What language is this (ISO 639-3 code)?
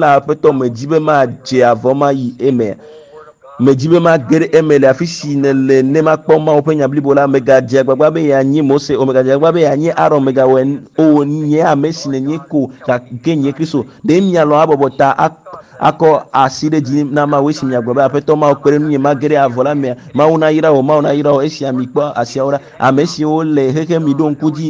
ewe